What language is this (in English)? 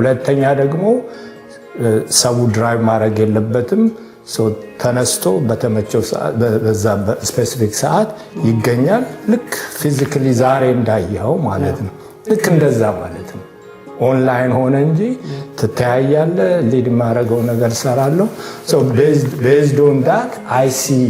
Amharic